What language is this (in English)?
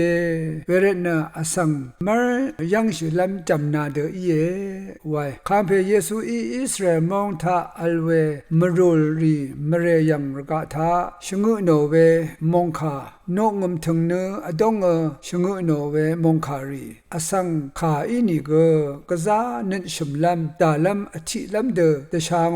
Rawang